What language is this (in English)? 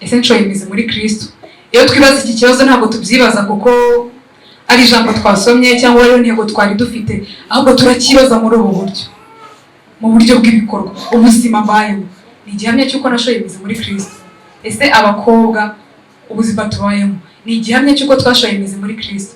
Kinyarwanda